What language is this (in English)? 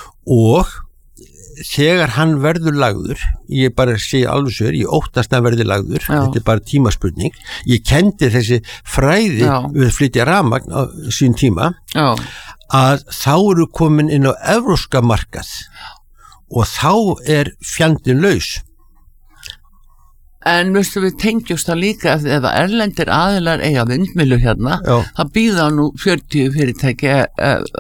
Icelandic